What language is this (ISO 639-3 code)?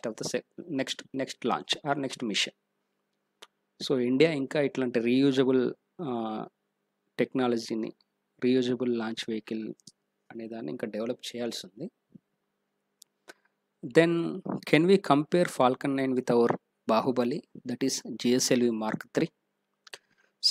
tel